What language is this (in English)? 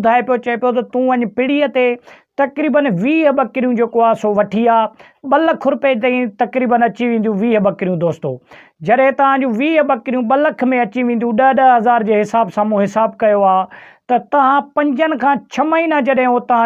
Sindhi